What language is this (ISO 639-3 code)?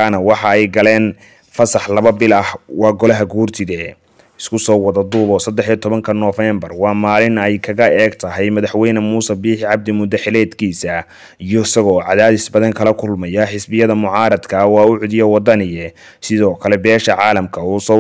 som